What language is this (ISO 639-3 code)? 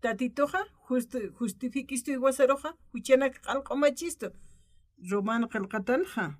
aym